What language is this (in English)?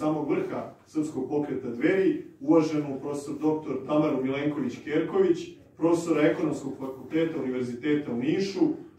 Serbian